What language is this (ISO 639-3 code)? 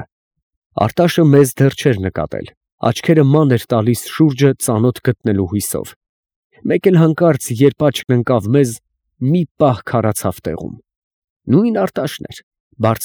hye